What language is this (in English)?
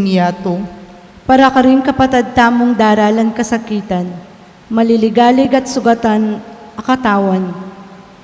Pampanga